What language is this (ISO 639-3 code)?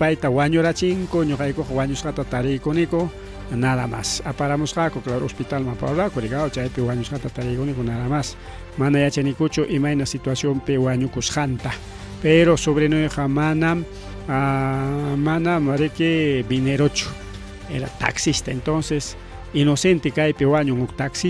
quy